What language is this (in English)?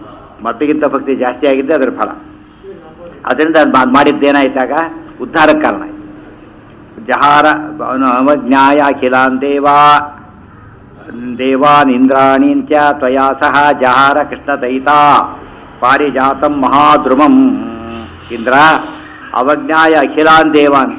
Kannada